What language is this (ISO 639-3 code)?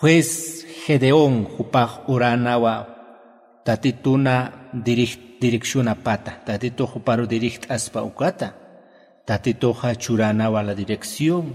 aym